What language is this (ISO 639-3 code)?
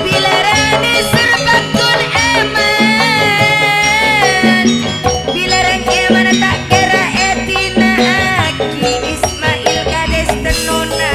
mad